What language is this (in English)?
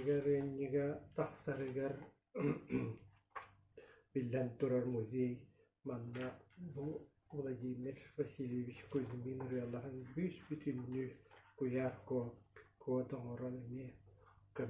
Yakut